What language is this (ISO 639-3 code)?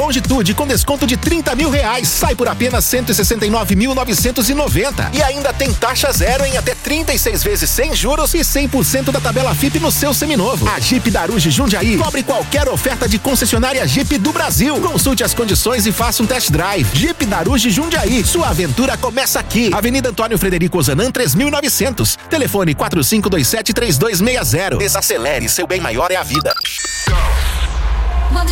por